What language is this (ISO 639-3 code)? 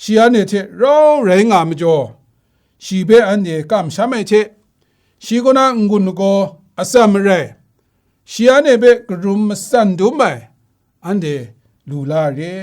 kac